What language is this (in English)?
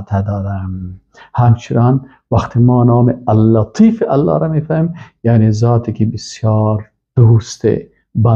Persian